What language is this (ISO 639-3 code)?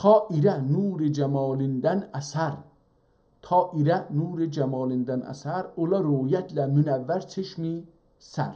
azb